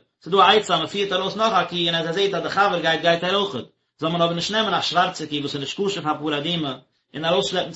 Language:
Yiddish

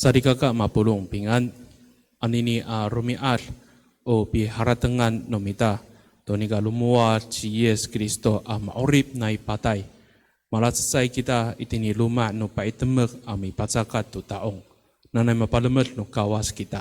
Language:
Amis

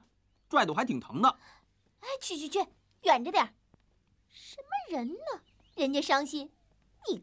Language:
Chinese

